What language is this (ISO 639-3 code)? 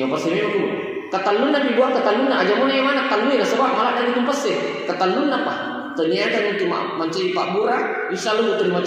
bug